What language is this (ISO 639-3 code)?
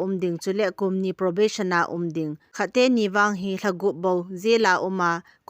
tcz